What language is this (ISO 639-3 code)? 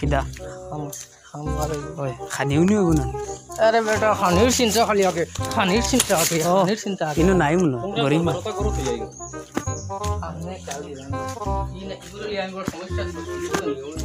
syl